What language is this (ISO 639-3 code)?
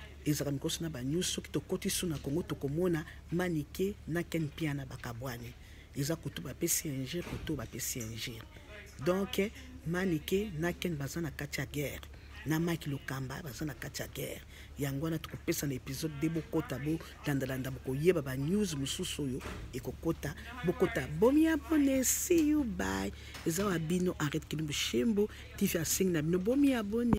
lin